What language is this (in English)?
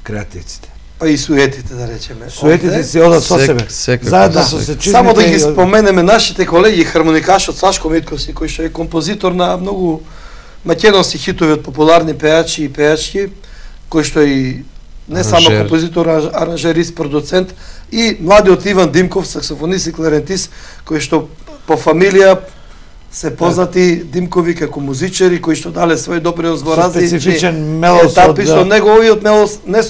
Macedonian